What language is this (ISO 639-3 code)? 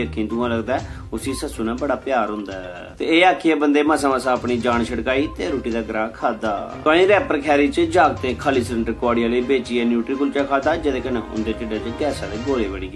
doi